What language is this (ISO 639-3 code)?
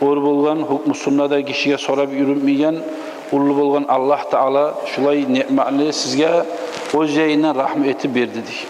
kum